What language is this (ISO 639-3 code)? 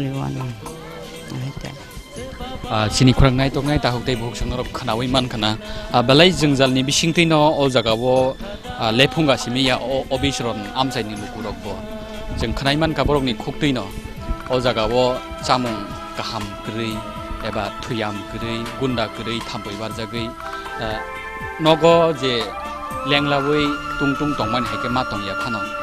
trp